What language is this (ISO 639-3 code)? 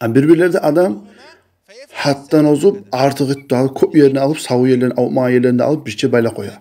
kum